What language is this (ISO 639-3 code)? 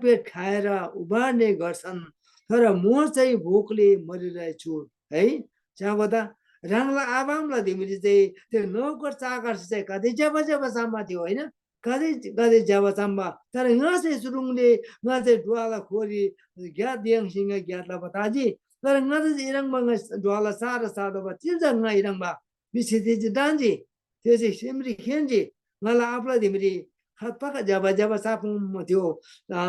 taj